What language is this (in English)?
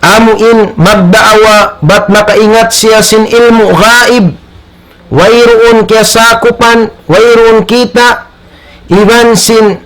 Tausug